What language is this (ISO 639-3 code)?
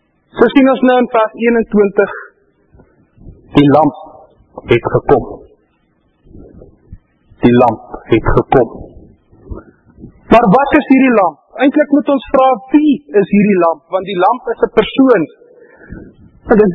afr